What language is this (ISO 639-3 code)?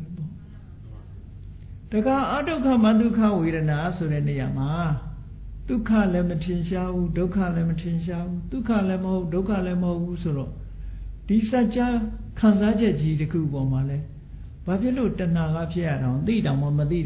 mya